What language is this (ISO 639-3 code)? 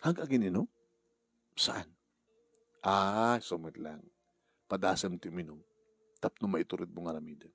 ilo